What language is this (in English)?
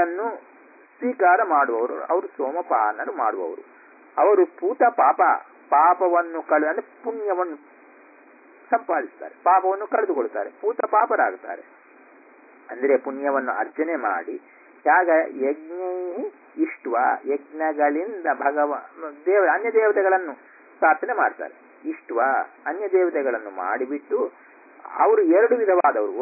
Kannada